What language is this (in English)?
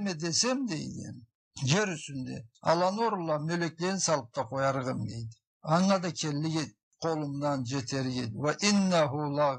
Karachay-Balkar